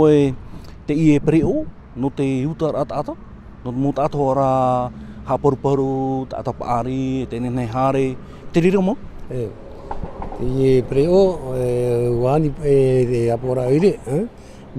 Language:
Tahitian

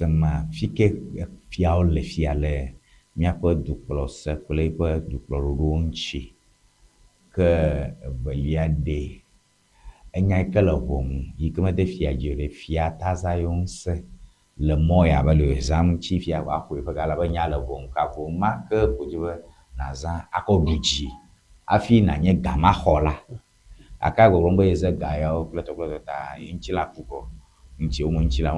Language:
Ewe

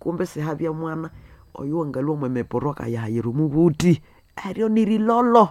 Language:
Nande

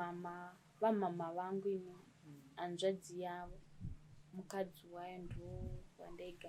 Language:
Shona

